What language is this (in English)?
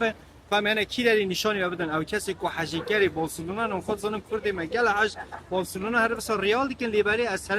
Kurdish